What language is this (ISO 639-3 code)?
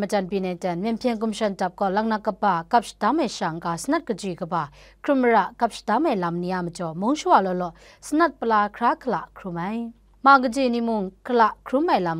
kac